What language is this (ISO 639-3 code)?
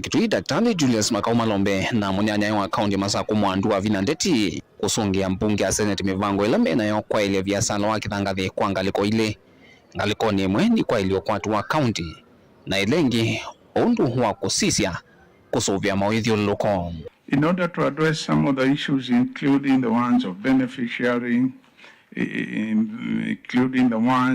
kam